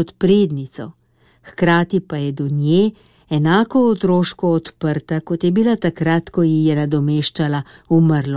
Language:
Slovenian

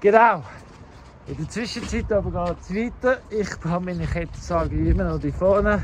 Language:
Swiss German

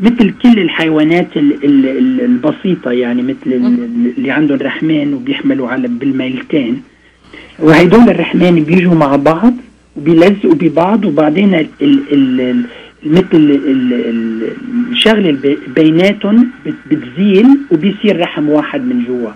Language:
North Levantine Arabic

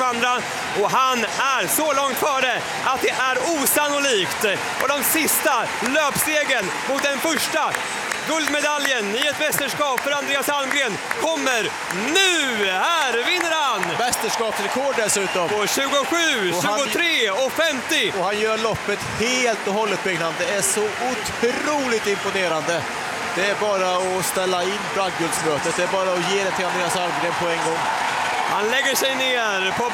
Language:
Swedish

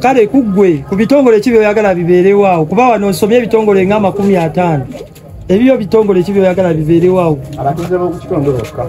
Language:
Ganda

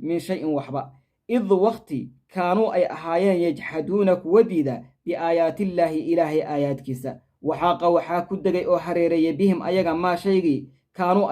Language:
Somali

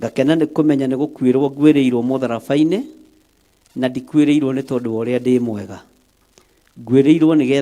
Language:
Kikuyu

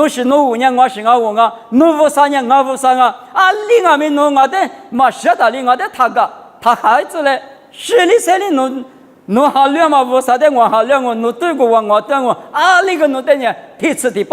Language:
Lisu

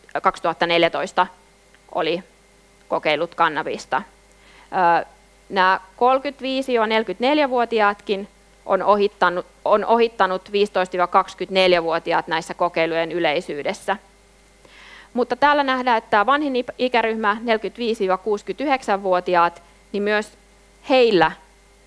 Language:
Finnish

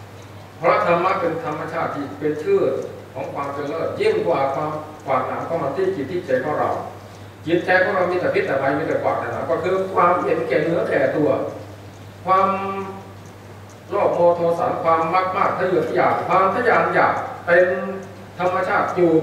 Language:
Thai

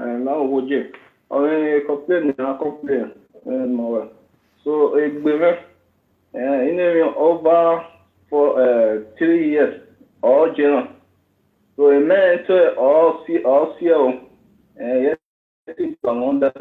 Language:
Nigerian Pidgin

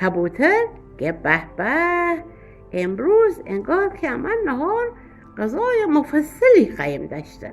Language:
Gilaki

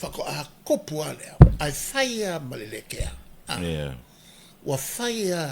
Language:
Samoan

